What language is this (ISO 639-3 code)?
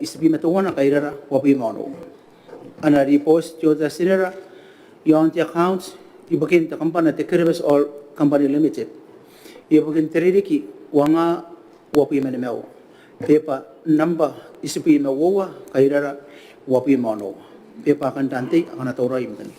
gil